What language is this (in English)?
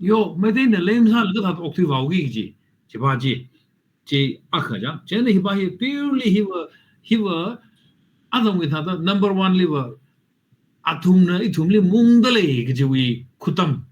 Tangkhul Naga (India)